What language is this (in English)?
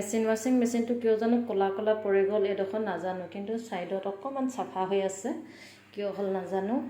Assamese